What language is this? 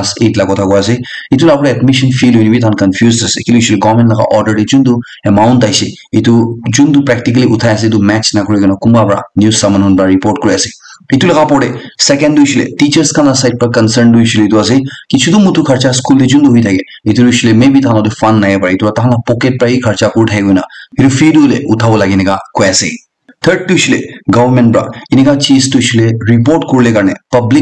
Naga Pidgin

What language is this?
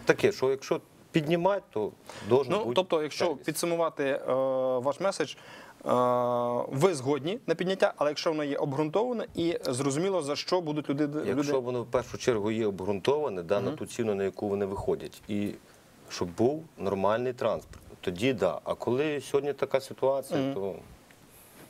Ukrainian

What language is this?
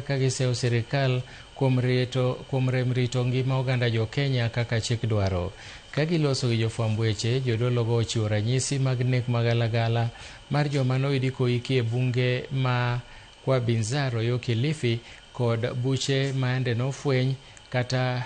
Luo (Kenya and Tanzania)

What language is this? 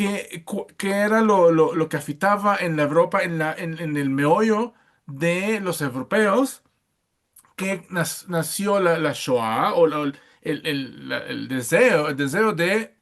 Ladino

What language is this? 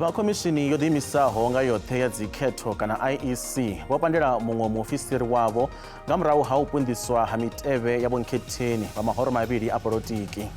Venda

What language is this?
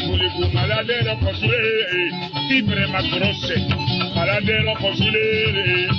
Tetela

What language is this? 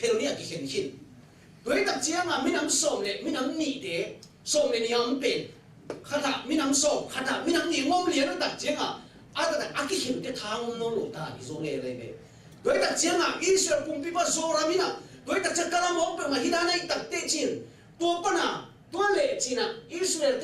Tedim Chin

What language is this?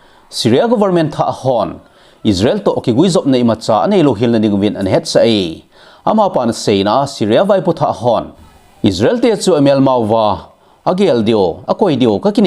Thado Chin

